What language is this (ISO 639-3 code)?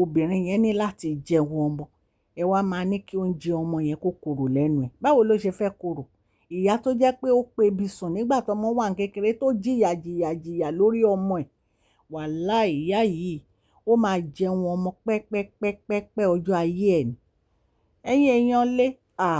yor